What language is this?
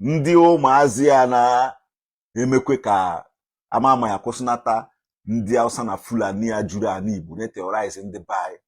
Igbo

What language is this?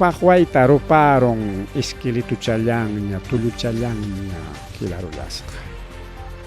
Ayacucho Quechua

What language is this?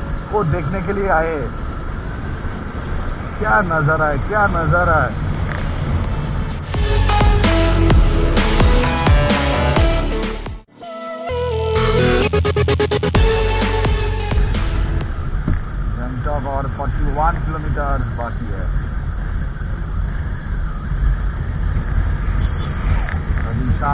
Hindi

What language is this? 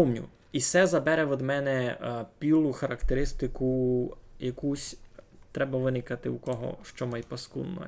Rusyn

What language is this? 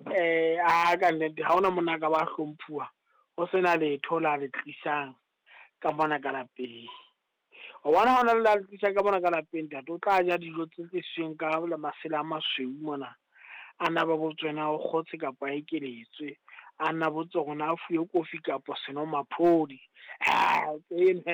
Southern Sotho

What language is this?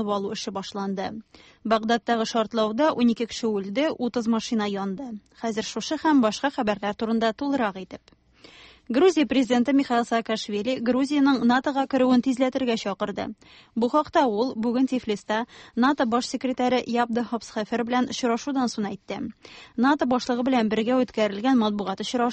Tatar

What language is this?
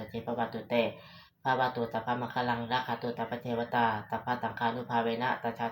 Pali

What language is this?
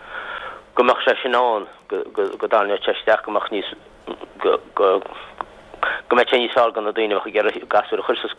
Irish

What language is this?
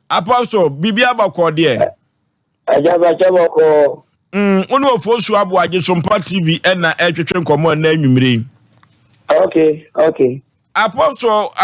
Akan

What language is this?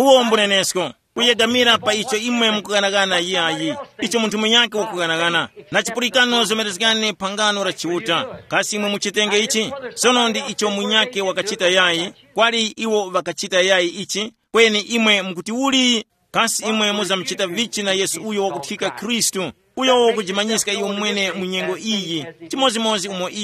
Tumbuka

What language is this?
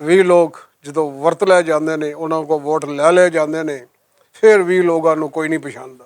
Western Panjabi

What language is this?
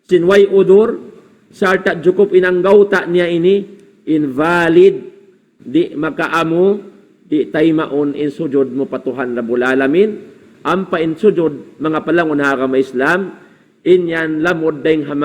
Tausug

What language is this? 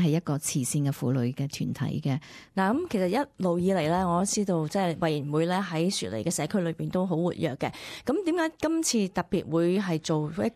Cantonese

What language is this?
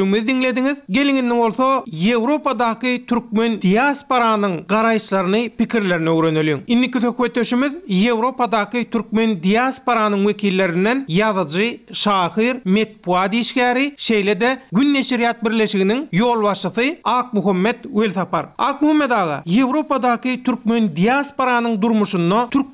Turkmen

